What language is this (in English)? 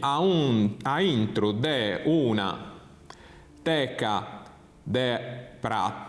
Sardinian